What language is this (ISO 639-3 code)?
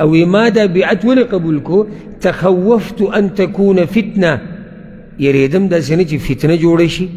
pus